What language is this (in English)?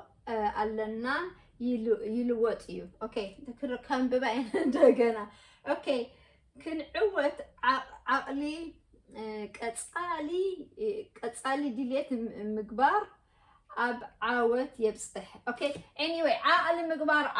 Tigrinya